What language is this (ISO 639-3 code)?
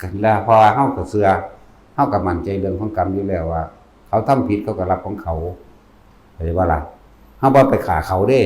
tts